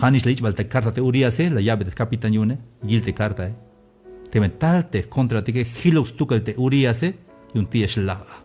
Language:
Tzeltal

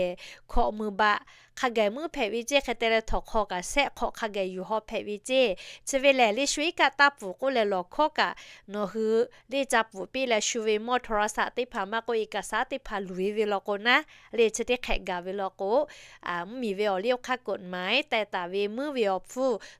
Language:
Lahu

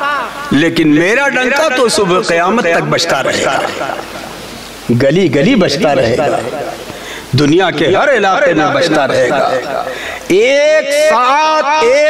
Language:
Hindi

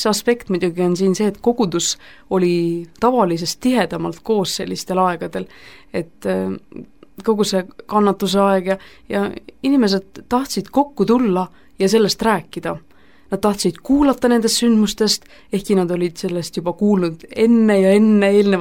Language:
Estonian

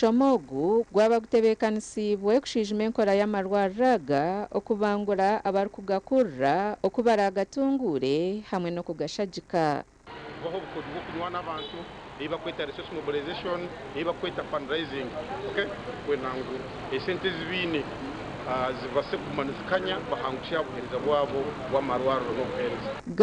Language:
Nyankole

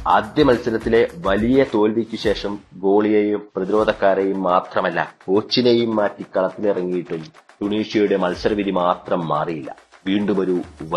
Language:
Malayalam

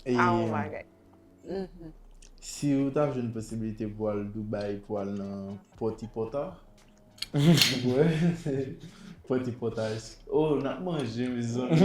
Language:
Haitian Creole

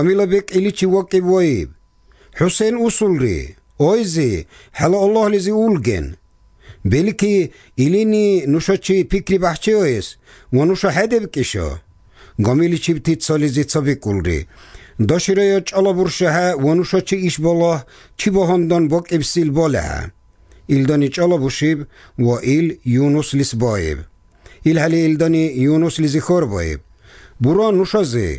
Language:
Slovenian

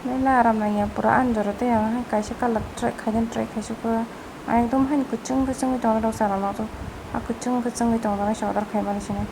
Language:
Kok Borok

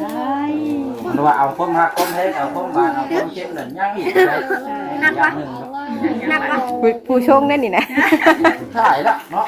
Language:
Northeastern Thai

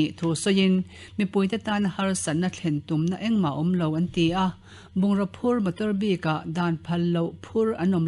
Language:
Mizo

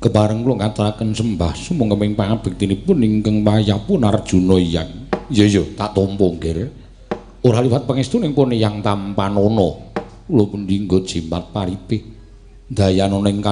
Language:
Javanese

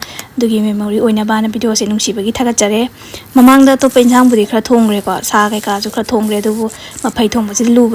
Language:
Manipuri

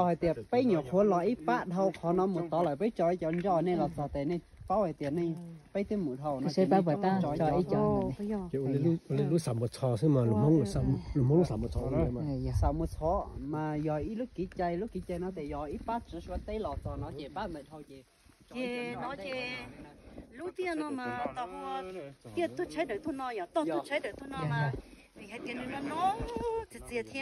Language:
Hmong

